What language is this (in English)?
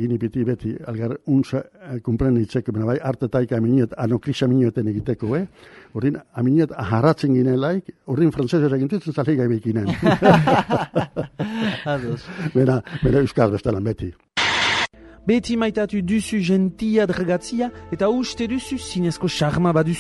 Basque